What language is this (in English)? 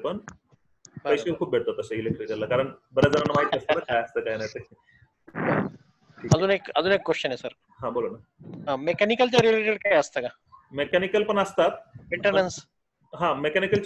Marathi